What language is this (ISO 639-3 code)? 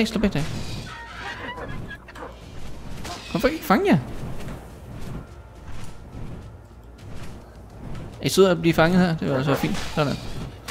dan